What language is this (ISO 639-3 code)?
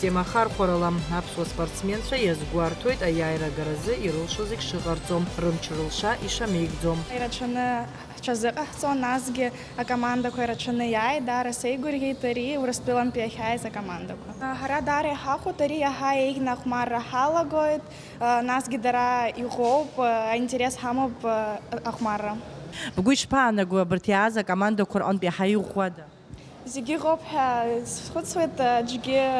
abk